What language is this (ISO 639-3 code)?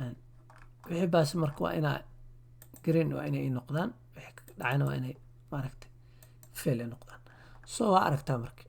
som